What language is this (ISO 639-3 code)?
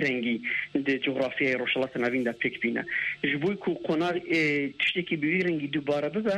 kur